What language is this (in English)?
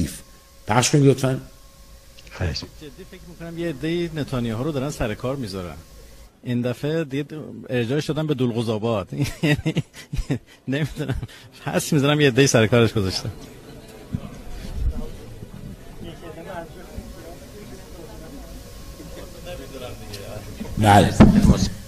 Persian